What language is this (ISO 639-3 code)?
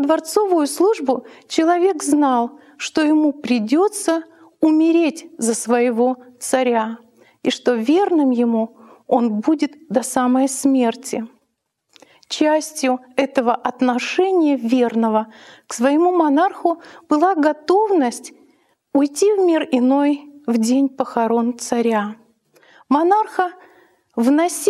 rus